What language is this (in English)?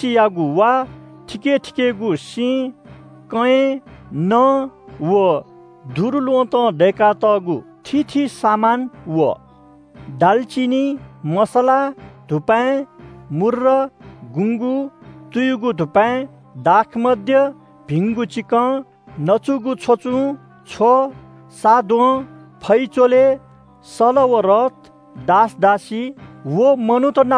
Newari